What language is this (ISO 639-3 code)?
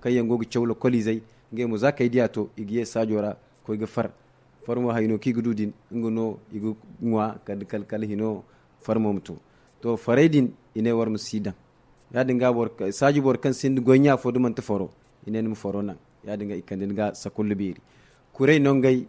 dje